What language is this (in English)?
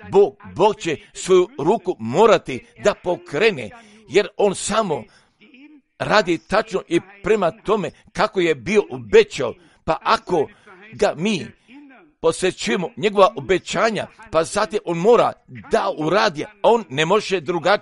Croatian